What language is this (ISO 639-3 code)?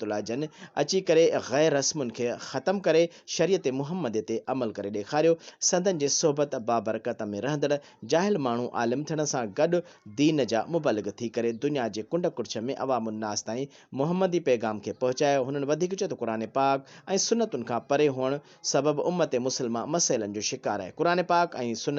snd